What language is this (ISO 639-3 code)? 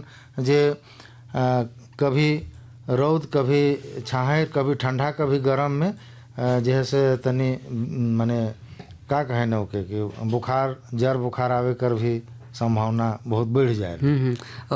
bho